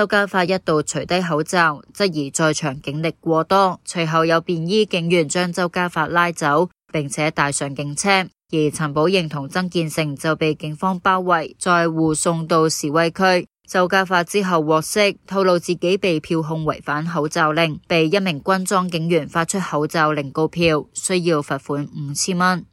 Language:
Cantonese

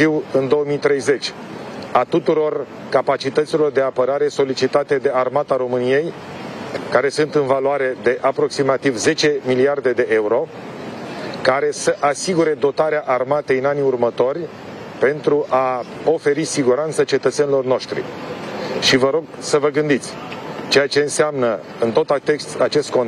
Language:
Romanian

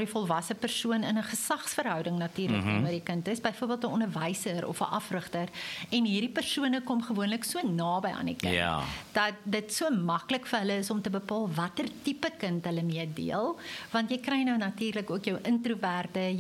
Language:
Afrikaans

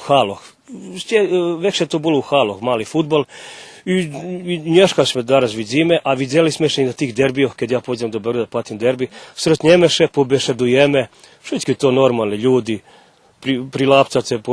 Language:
Rusyn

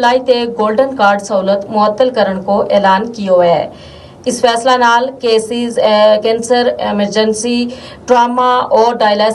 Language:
Gujari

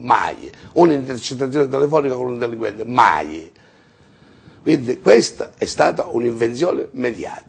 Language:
Italian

